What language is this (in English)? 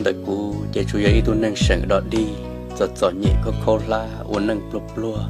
Hmong